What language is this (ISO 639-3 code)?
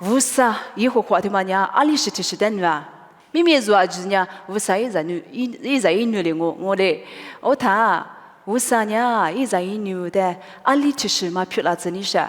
lis